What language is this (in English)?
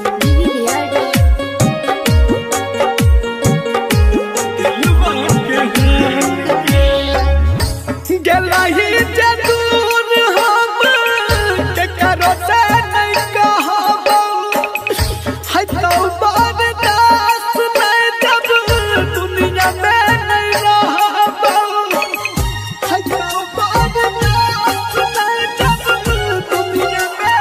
Bhojpuri